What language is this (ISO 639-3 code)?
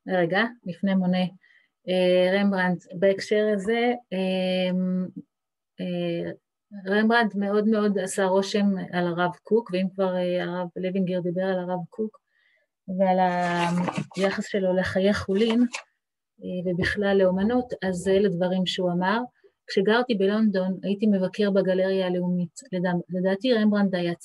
heb